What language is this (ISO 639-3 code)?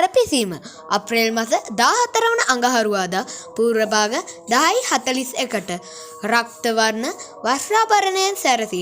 sin